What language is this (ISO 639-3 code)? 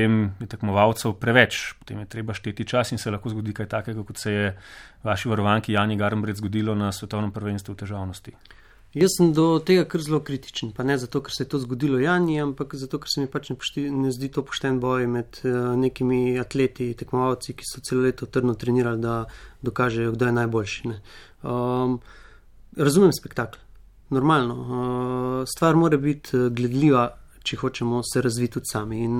slv